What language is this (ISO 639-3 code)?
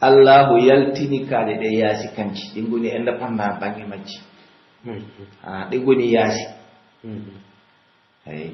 fuf